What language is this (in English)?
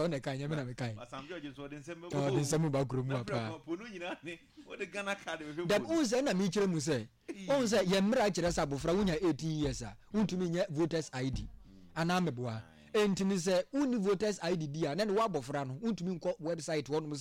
Akan